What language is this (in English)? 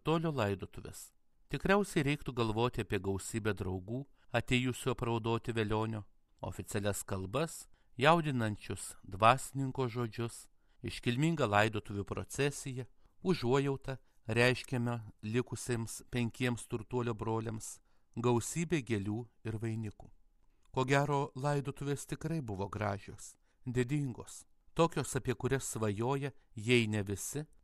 Lithuanian